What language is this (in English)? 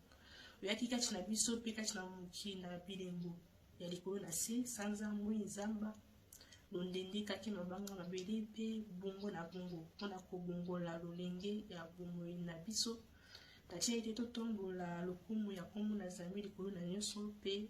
Lingala